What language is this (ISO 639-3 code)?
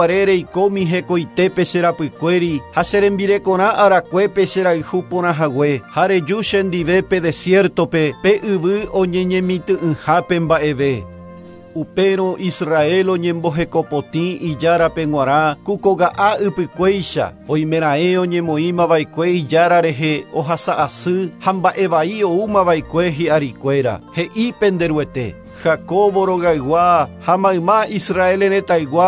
grn